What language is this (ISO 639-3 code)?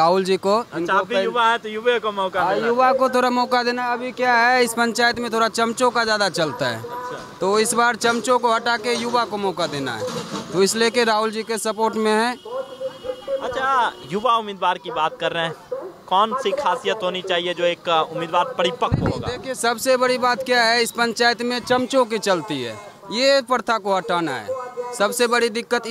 hin